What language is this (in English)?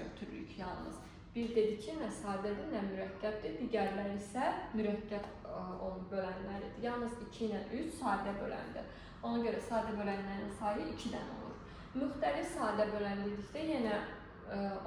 Azerbaijani